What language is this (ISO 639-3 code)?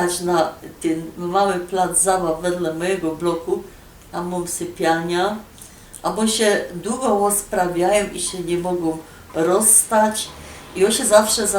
szl